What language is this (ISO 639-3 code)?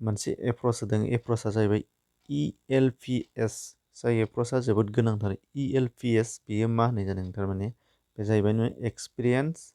brx